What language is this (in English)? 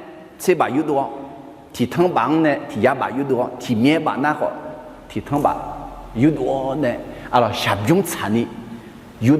Akha